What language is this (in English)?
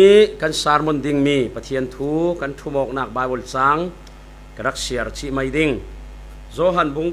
Falam Chin